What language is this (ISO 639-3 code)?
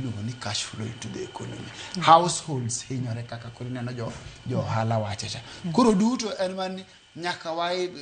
luo